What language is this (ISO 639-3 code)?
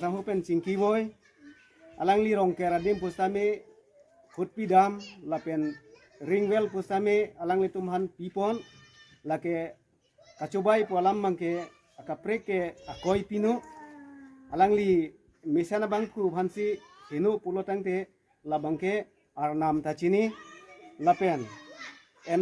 mjw